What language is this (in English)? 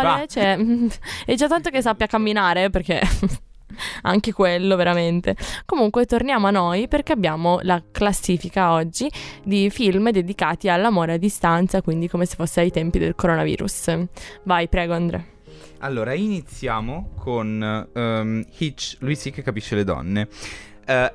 Italian